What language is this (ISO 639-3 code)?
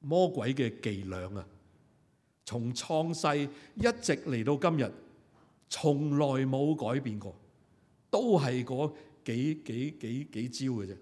yue